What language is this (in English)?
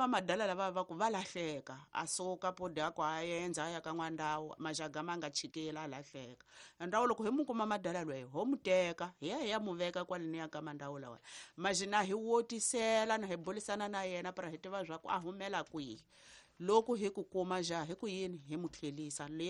Tsonga